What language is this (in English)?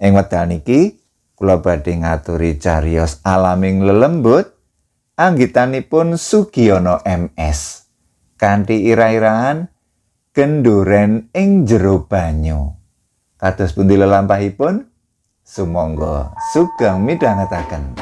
Javanese